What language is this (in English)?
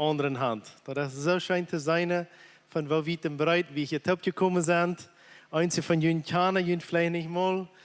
Plautdietsch